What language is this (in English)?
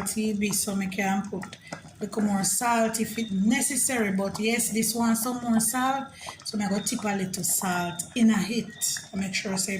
Jamaican Creole English